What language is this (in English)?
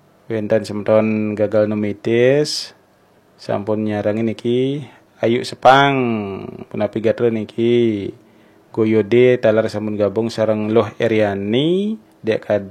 Balinese